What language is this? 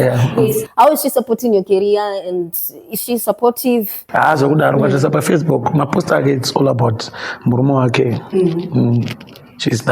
Shona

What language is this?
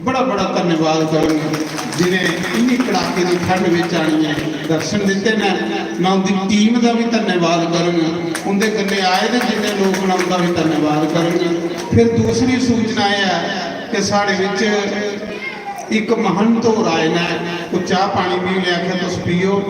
Dogri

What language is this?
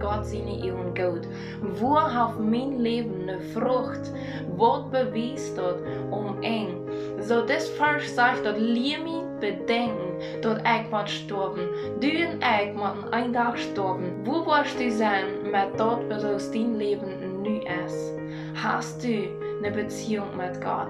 Plautdietsch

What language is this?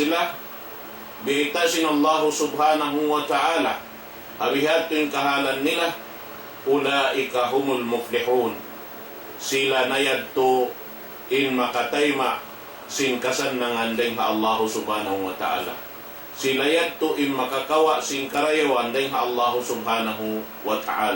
Tausug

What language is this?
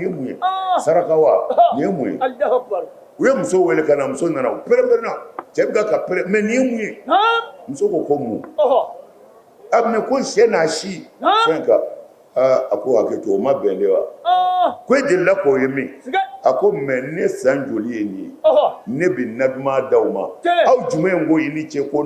Bambara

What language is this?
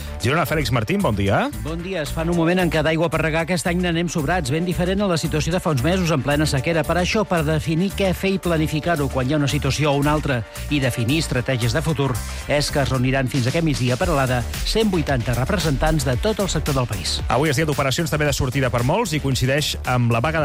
Catalan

